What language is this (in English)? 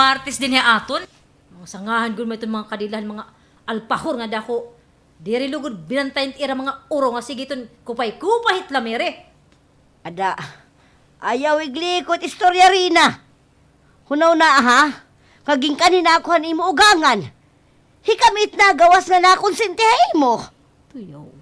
Waray